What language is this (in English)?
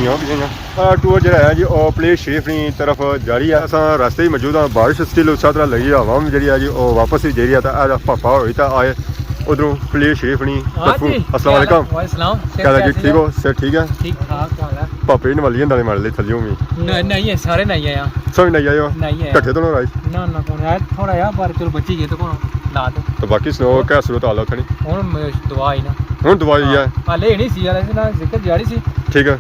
Pahari-Potwari